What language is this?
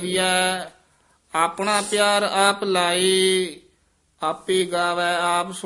Punjabi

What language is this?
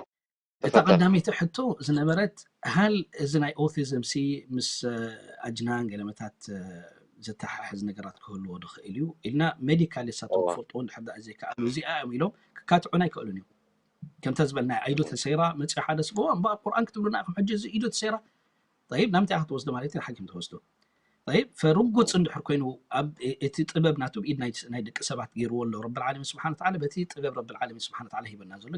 Tigrinya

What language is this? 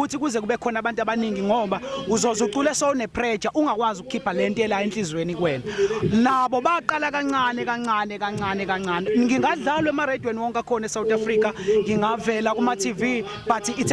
Zulu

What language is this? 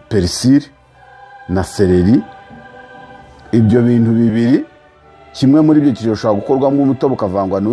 Kinyarwanda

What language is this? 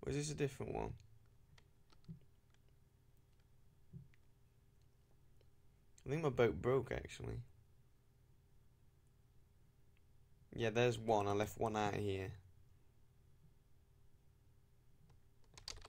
English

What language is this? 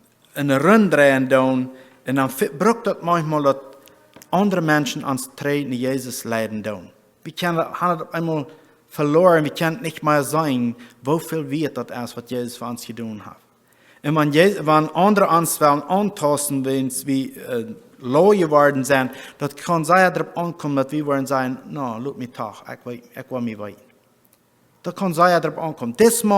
Plautdietsch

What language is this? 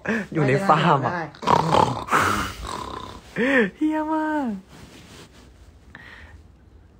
Thai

